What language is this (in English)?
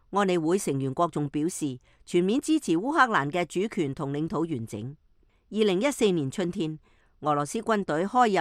Cantonese